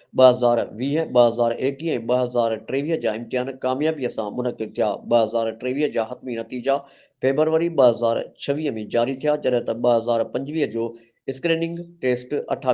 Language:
Sindhi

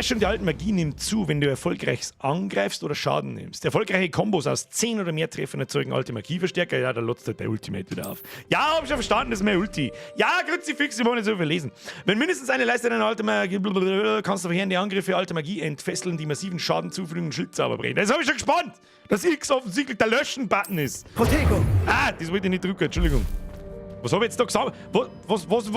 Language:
Bavarian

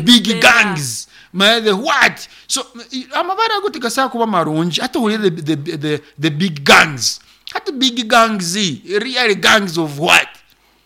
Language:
Nyoro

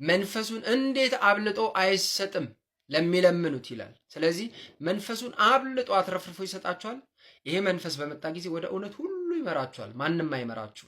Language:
Amharic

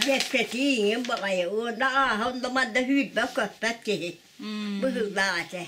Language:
Yakut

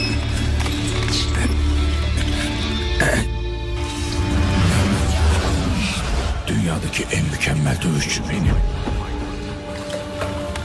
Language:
Turkish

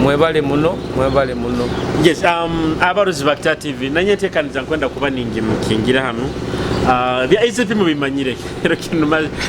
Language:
Nyoro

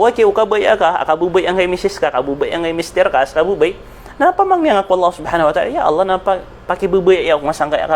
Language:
Maranao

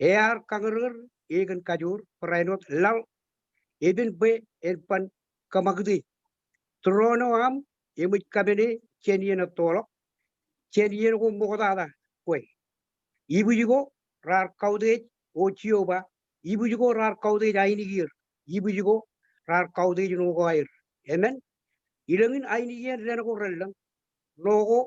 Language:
Marshallese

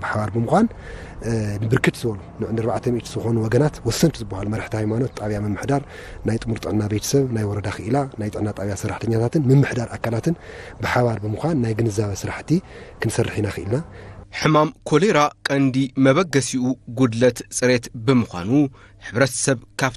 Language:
Tigrinya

